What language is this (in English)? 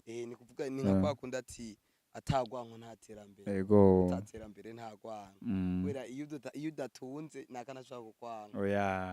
Rundi